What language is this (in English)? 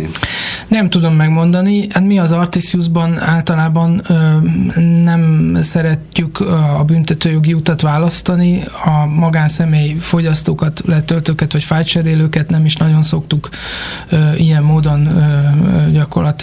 Hungarian